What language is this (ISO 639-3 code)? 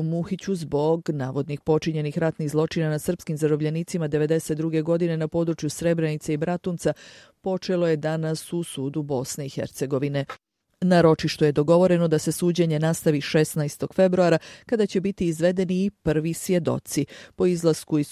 bos